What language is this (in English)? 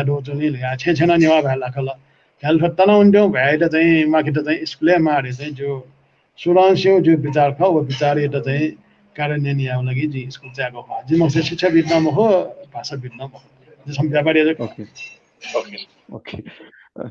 Newari